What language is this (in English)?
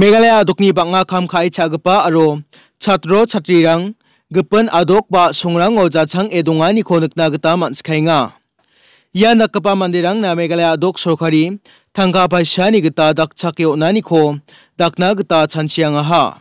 Garo